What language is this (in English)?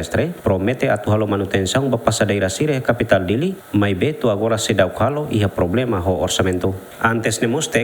Tetum